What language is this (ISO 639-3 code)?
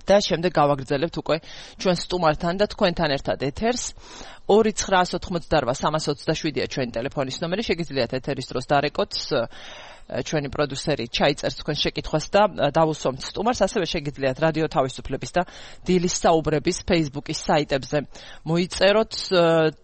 kat